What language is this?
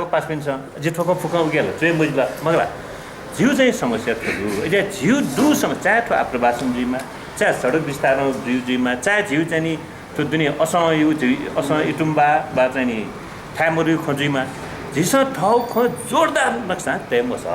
Newari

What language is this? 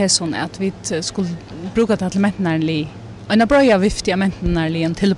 Faroese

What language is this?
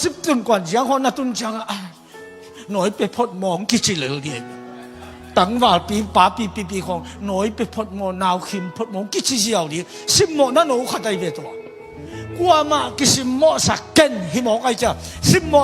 Tedim Chin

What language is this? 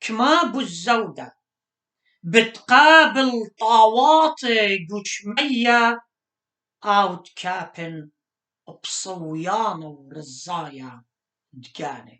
Assyrian Neo-Aramaic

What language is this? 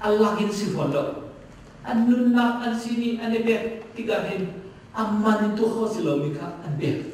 Hakha Chin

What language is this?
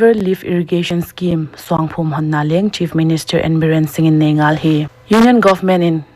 Paite Chin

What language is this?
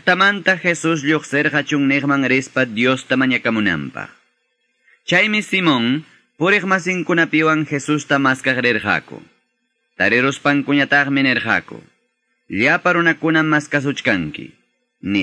Quechua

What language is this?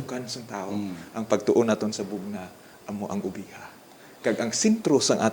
Hiligaynon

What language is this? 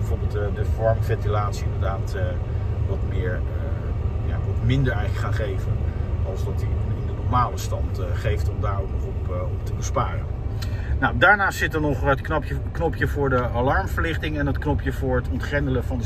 Dutch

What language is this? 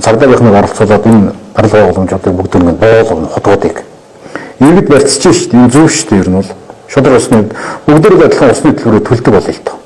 Mongolian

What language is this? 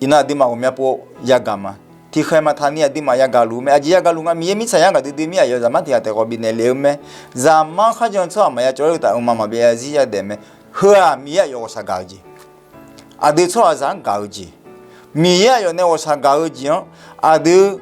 Akha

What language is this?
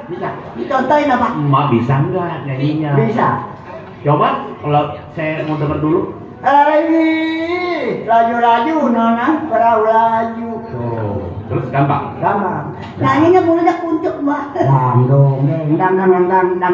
Betawi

